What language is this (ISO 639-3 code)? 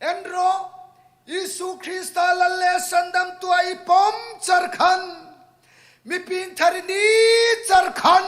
hmr